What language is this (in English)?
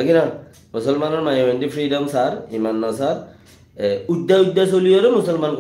Rohingya